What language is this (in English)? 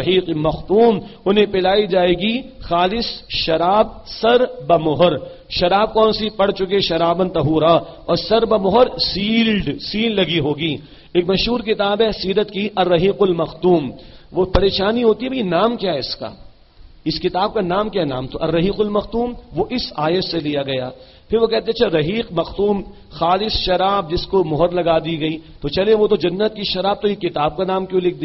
Urdu